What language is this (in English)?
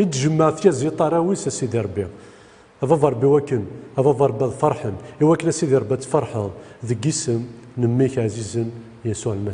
Kabyle